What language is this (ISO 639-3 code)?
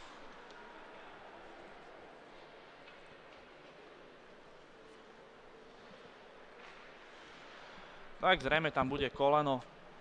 slk